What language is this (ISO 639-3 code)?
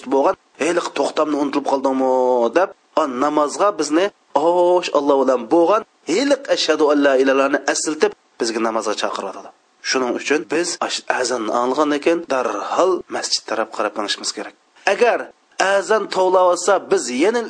uig